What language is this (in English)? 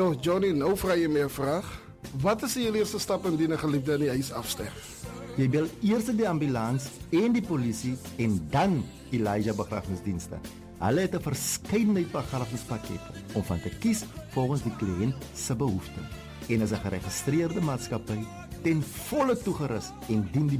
Afrikaans